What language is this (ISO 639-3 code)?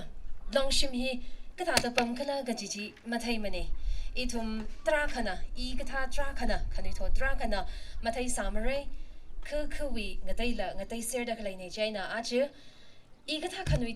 nmf